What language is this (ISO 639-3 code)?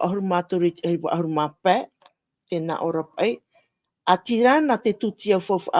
tah